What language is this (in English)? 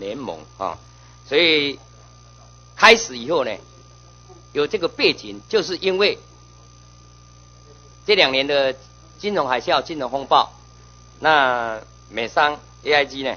Chinese